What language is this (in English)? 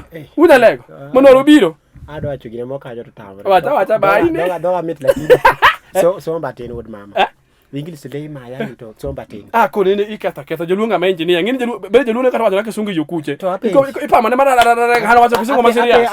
Luo (Kenya and Tanzania)